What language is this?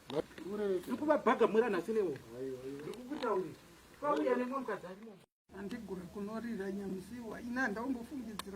Shona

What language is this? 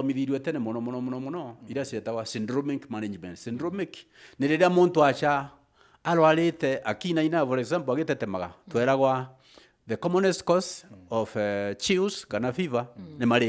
Meru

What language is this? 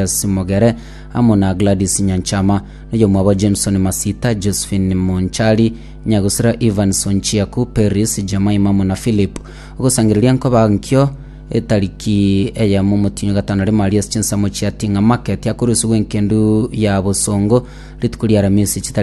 Gusii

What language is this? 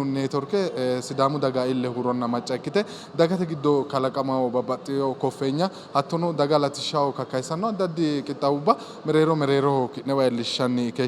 Sidamo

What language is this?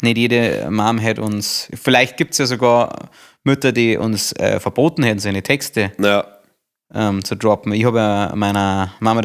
Bavarian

